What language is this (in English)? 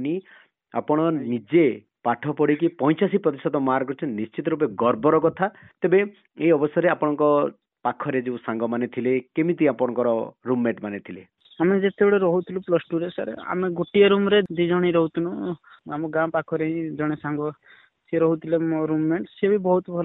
Odia